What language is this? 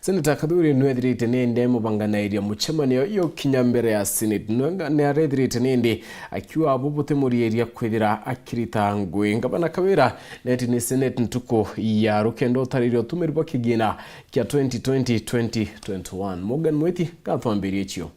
Meru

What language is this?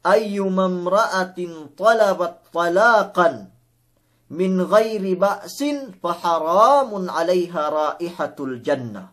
Yakan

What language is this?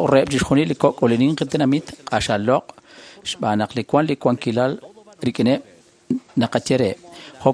Kekchí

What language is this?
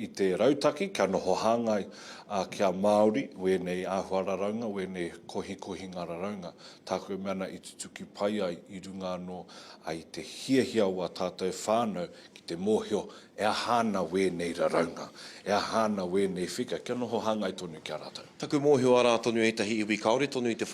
Māori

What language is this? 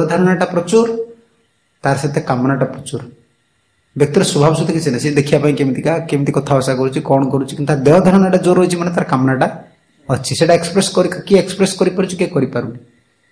Odia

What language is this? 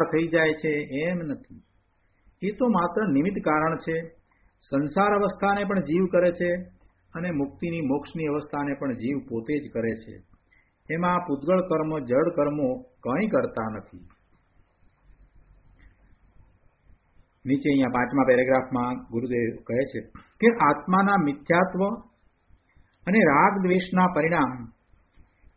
Gujarati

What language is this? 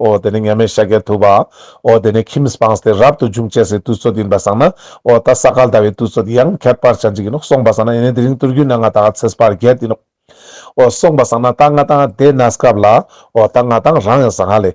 Ladakhi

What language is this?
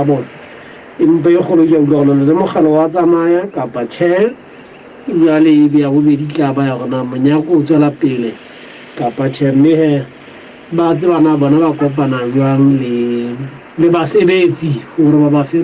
Southern Sotho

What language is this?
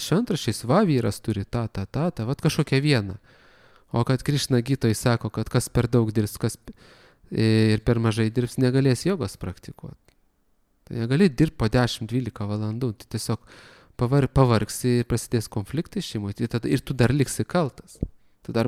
Lithuanian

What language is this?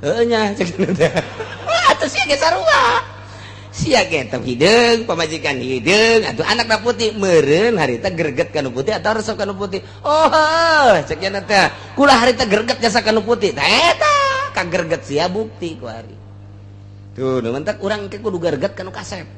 Sundanese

